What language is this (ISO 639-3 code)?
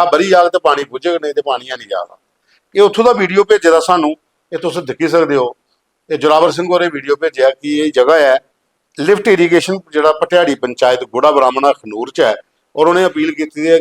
doi